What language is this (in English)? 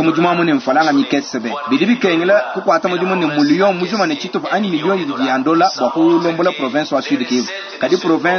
Luba-Lulua